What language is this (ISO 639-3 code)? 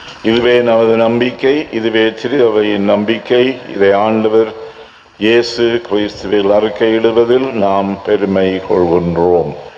tam